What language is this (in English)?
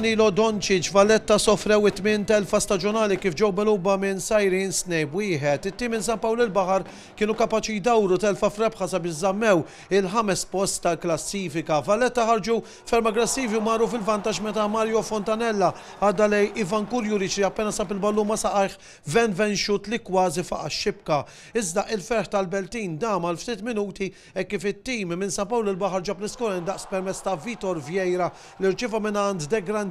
Maltese